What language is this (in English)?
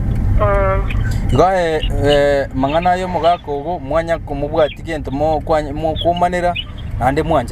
Gusii